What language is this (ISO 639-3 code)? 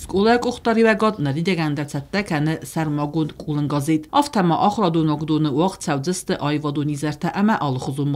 oss